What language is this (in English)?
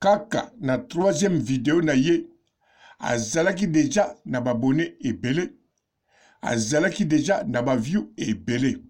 Lingala